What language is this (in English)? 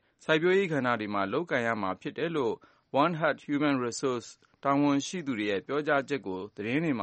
Burmese